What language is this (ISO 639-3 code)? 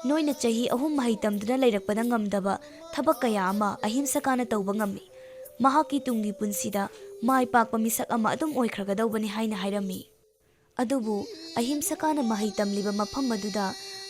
mni